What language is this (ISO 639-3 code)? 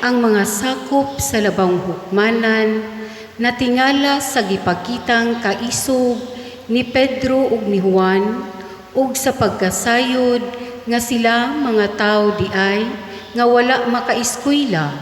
ceb